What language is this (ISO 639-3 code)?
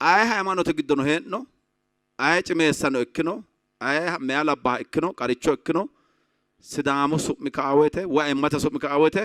sid